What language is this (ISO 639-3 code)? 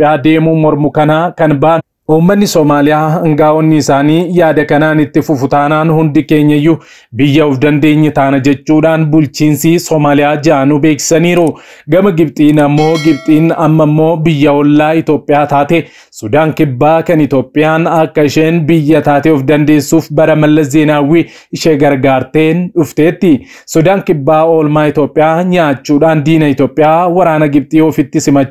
orm